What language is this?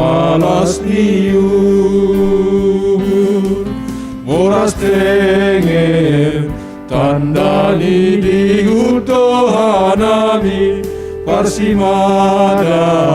Batak Simalungun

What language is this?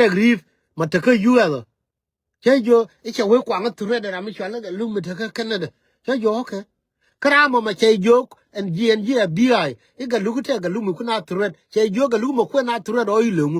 Nuer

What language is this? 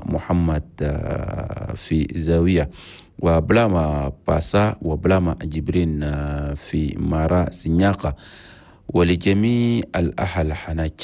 Chadian Arabic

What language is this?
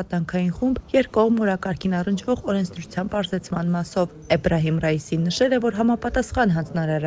Armenian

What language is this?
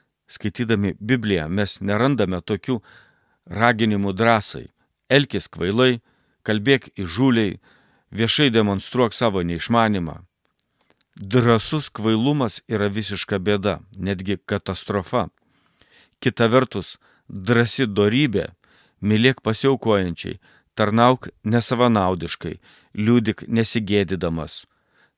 Lithuanian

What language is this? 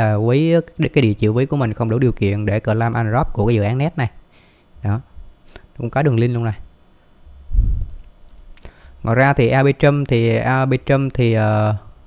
Vietnamese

